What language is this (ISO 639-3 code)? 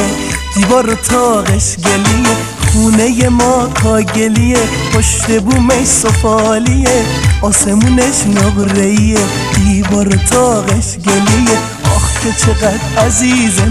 fas